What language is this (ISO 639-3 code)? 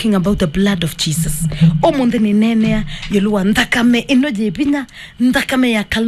kam